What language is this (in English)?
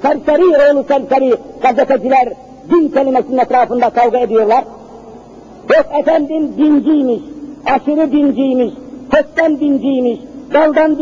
Turkish